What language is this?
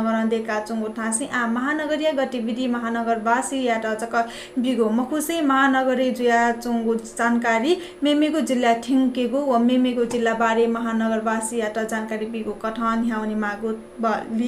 Newari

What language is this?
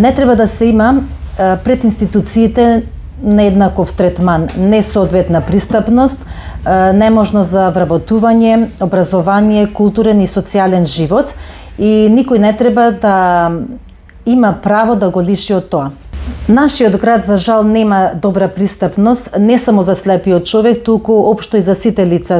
Macedonian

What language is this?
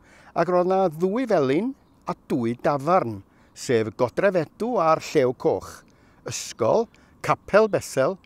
Welsh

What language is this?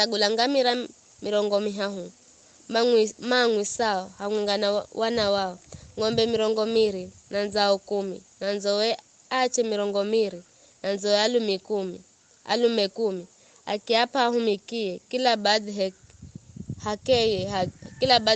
Giryama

